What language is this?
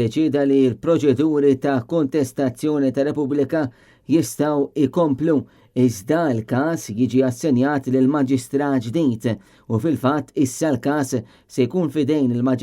Maltese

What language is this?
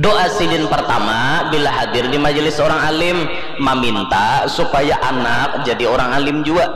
Banjar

